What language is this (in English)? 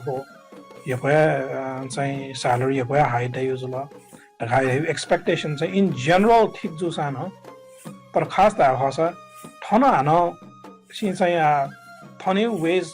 Newari